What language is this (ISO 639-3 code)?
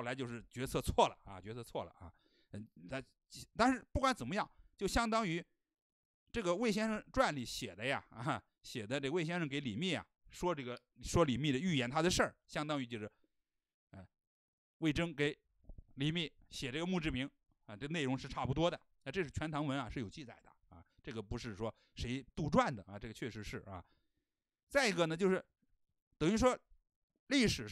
zho